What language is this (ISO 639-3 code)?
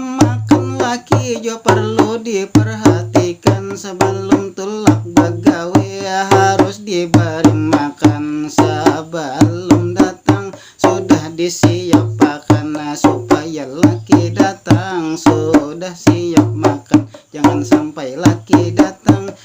bjn